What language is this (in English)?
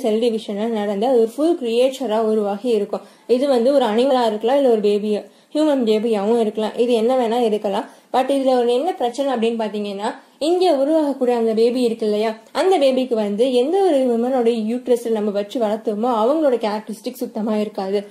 Tamil